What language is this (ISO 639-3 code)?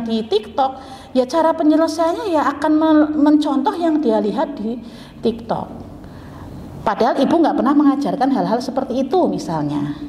ind